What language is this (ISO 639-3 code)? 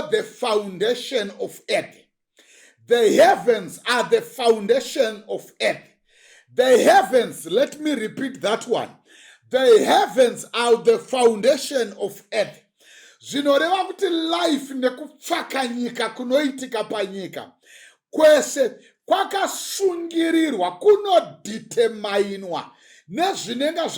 sna